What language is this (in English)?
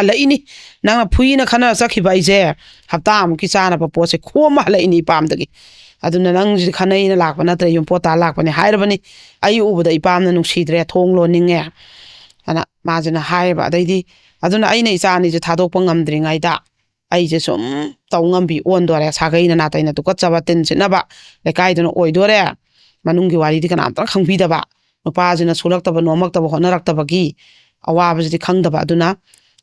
Manipuri